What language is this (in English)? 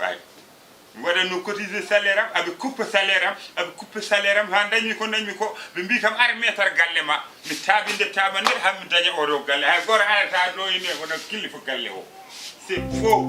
Fula